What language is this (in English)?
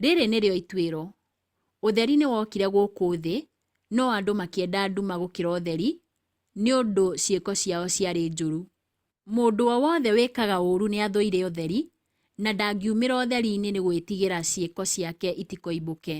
Kikuyu